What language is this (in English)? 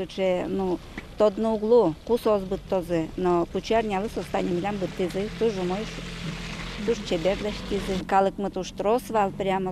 Udmurt